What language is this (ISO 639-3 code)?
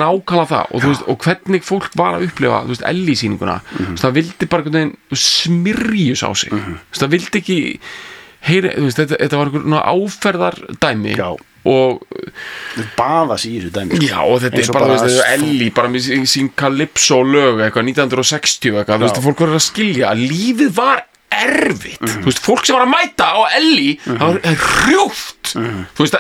isl